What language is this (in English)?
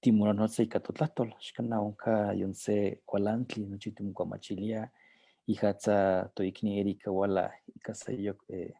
Eastern Huasteca Nahuatl